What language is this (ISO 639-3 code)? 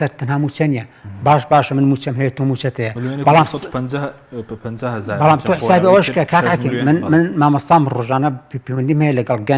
ckb